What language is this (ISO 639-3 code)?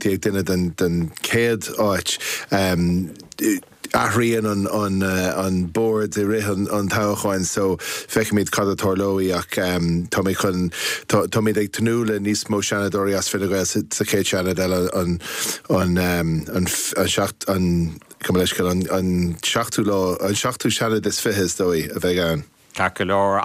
gle